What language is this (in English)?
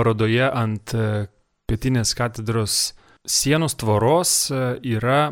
Lithuanian